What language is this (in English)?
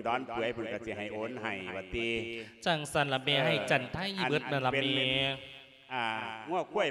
Lao